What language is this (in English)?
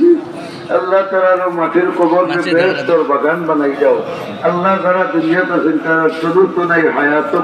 Sylheti